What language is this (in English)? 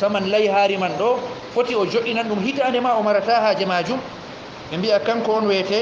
Fula